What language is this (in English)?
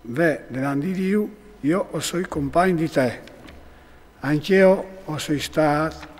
Friulian